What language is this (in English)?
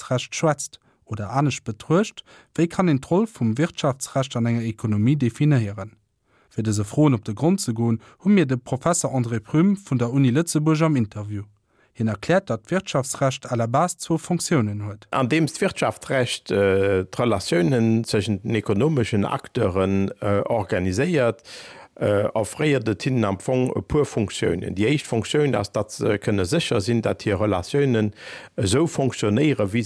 Luxembourgish